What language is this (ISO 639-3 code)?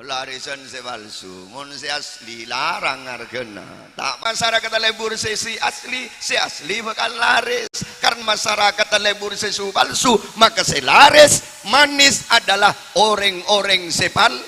mad